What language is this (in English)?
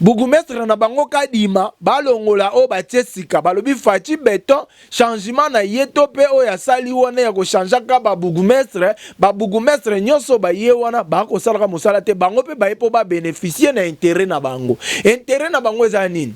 Lingala